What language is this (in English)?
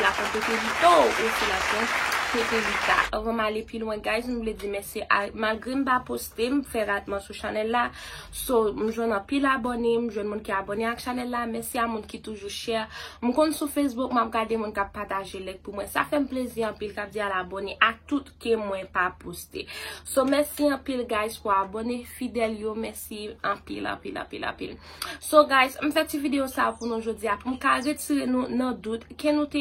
Haitian Creole